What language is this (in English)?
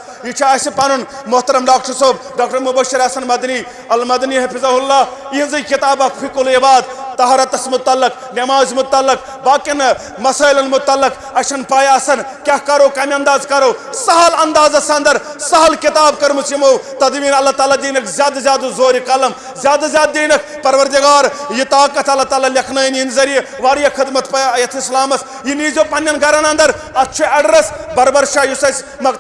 Kashmiri